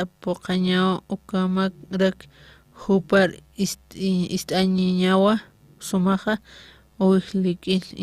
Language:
Aymara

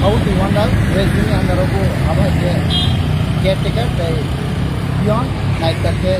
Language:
Kok Borok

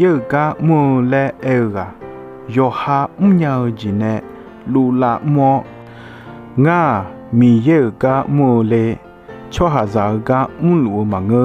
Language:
Akha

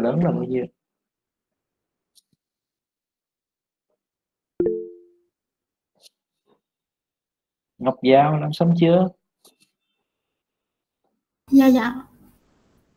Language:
Vietnamese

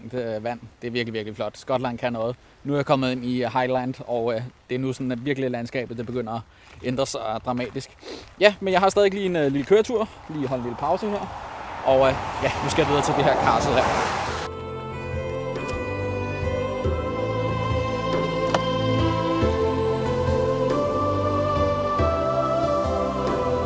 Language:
Danish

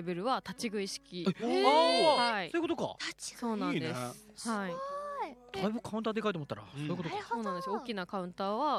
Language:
Japanese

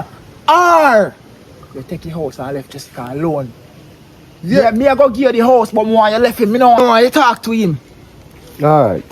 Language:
Jamaican Creole English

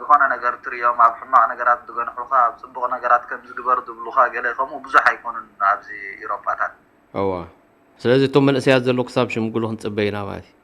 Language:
Tigrinya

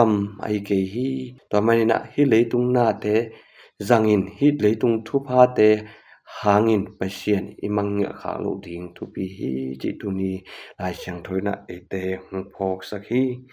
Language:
Tedim Chin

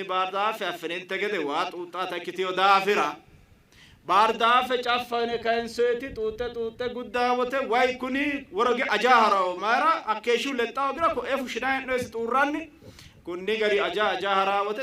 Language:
Sidamo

